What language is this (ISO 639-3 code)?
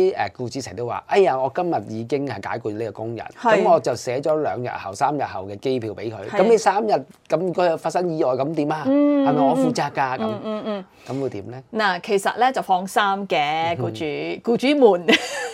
yue